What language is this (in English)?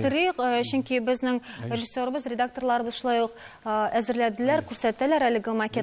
Tatar